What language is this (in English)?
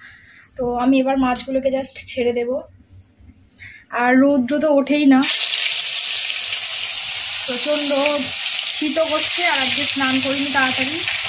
Bangla